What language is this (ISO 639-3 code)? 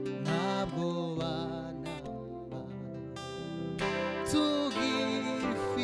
kin